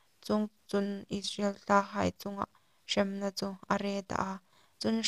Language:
Hmar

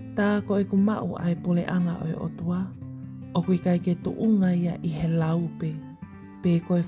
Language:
Tongan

